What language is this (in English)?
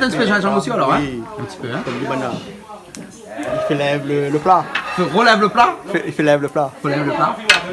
Réunion Creole French